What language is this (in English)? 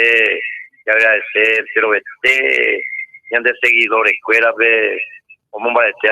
Guarani